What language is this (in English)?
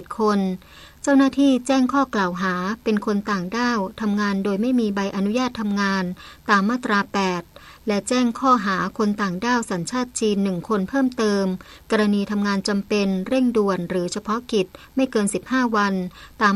Thai